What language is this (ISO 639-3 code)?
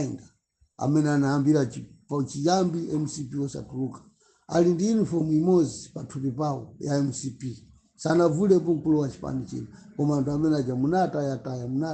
nya